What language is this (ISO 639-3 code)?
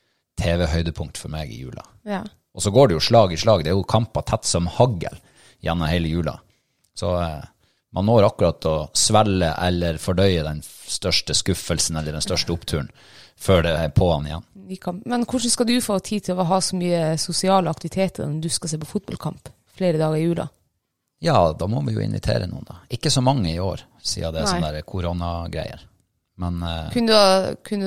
nor